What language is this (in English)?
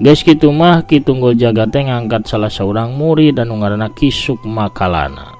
Sundanese